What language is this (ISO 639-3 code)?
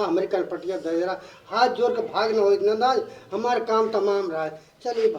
awa